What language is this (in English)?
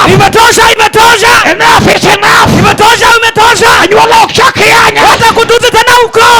Luo (Kenya and Tanzania)